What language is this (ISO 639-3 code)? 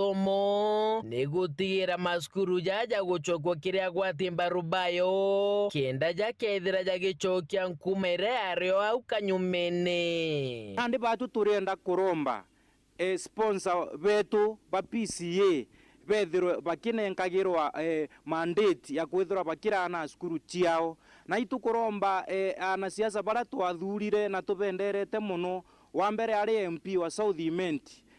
mer